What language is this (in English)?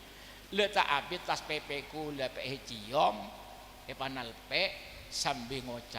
Madurese